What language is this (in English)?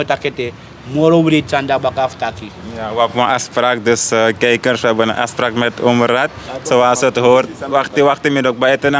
Sranan Tongo